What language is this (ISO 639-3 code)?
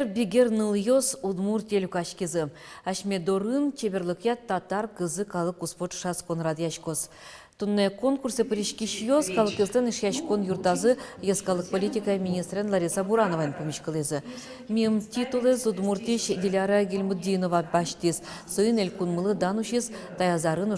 udm